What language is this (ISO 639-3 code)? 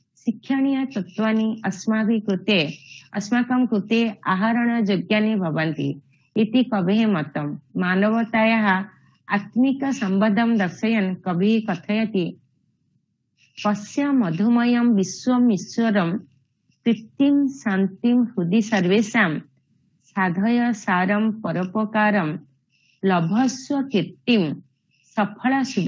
san